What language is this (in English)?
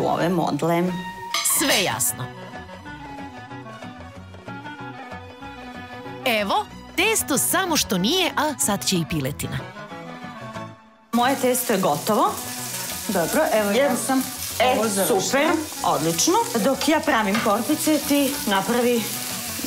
Serbian